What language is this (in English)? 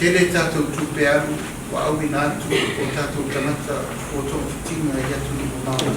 Samoan